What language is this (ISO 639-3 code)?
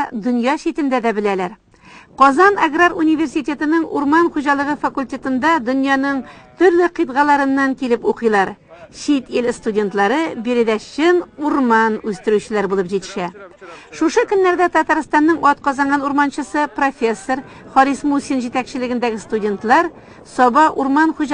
tat